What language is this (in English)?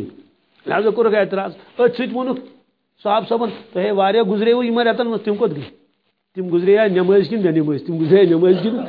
Kashmiri